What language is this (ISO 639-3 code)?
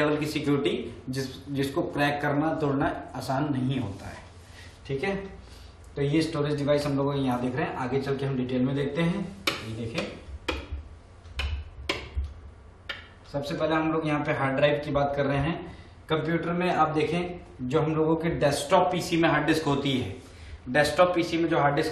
hin